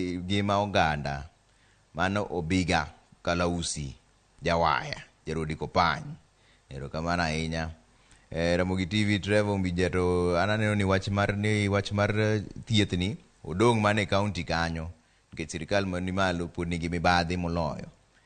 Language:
Luo (Kenya and Tanzania)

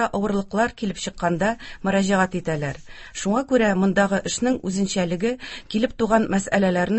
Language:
Tatar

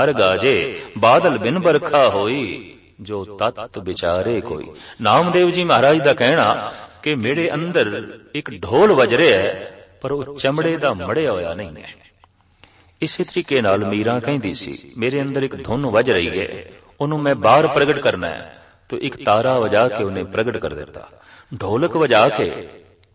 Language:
Punjabi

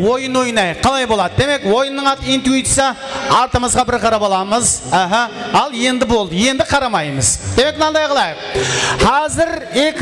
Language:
Kara-Kalpak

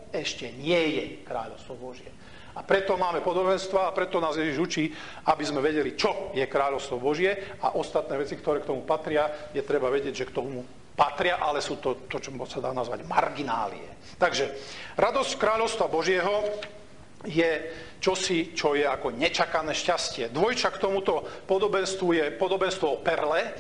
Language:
Slovak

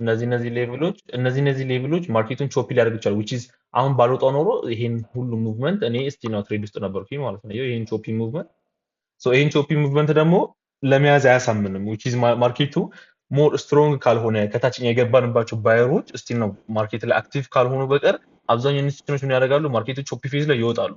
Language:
Amharic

